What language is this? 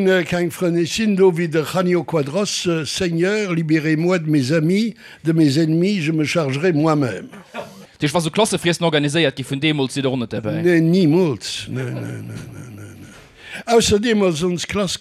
Luxembourgish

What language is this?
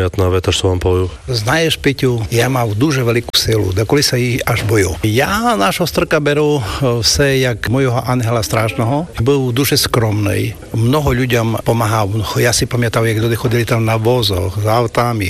Slovak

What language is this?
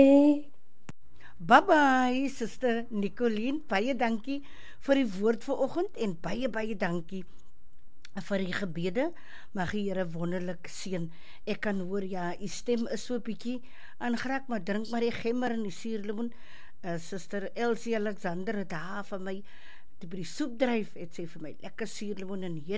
Afrikaans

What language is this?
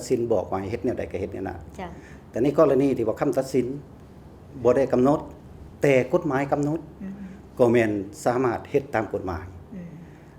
Lao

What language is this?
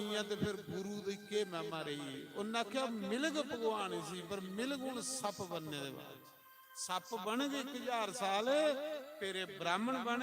Dogri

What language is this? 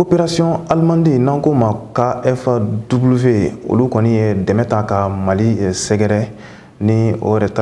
Bambara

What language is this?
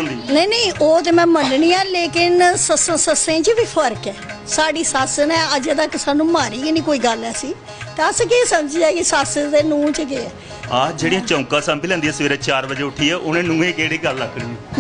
Dogri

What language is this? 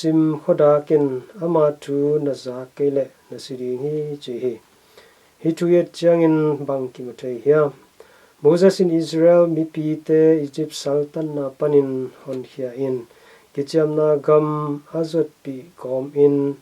Tedim Chin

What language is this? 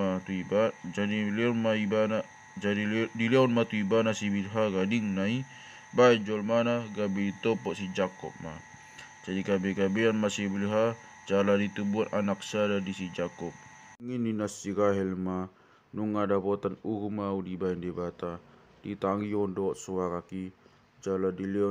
Batak Toba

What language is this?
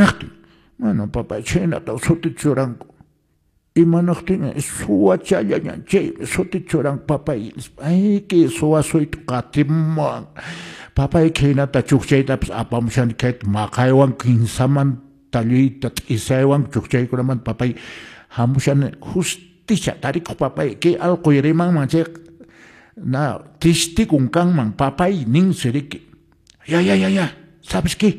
Quechua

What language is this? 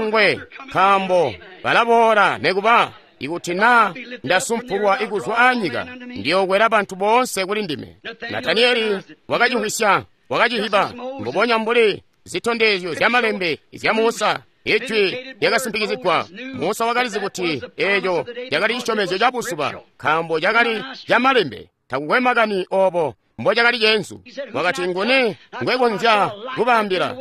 Tonga (Zambia)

